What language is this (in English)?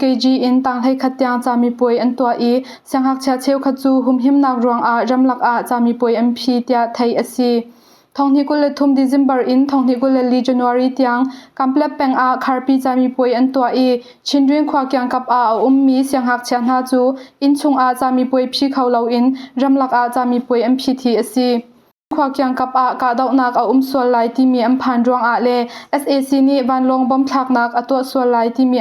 Hakha Chin